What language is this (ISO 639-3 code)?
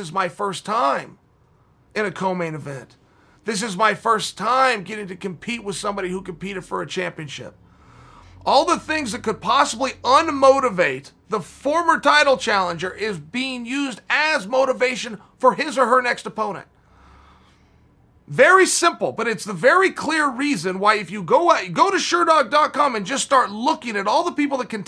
eng